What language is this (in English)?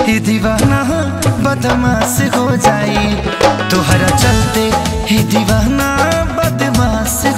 Bhojpuri